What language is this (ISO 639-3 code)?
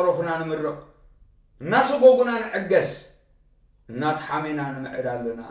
tir